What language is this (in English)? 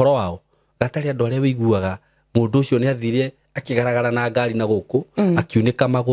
Kikuyu